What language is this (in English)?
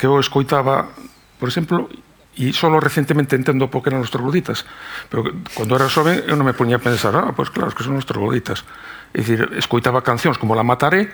Galician